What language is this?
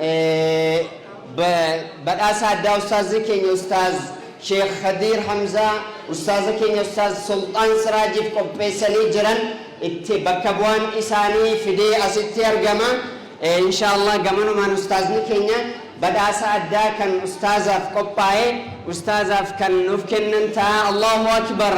Oromo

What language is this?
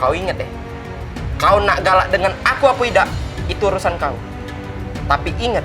Musi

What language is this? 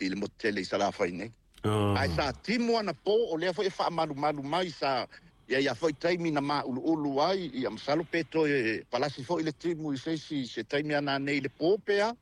Samoan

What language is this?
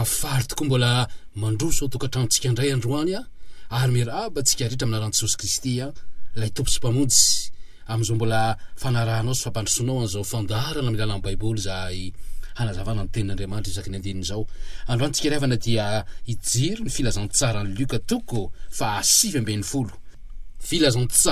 Malagasy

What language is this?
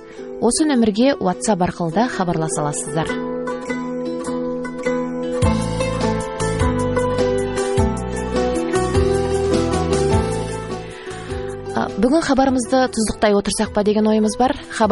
Kazakh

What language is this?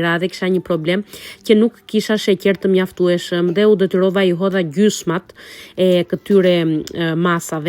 Albanian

